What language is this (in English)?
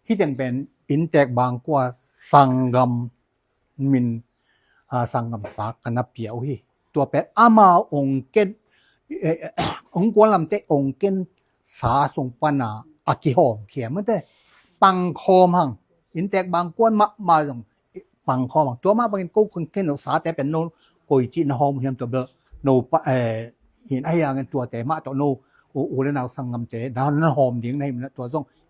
Tedim Chin